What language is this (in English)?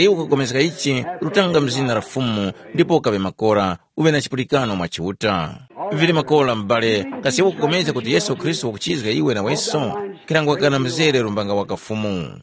Tumbuka